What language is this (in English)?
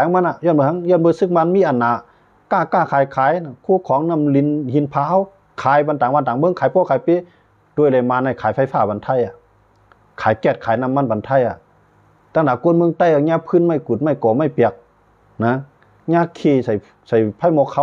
Shan